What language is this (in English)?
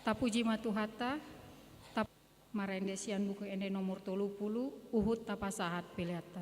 Batak Toba